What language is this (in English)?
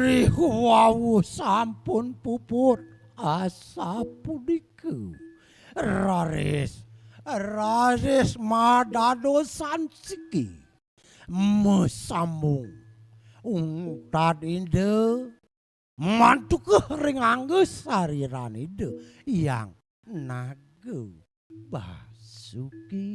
Balinese